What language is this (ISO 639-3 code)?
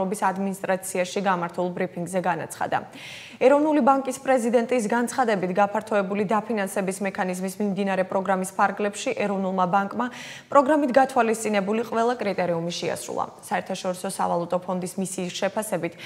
kat